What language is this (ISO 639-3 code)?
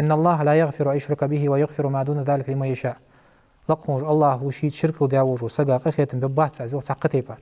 inh